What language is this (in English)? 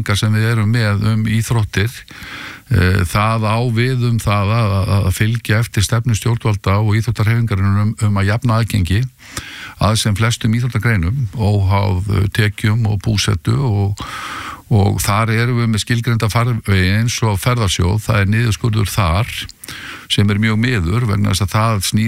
Icelandic